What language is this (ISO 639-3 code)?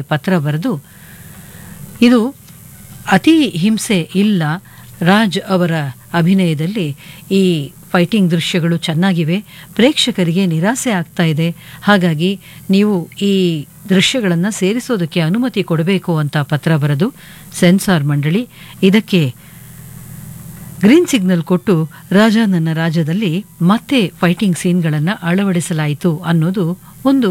kan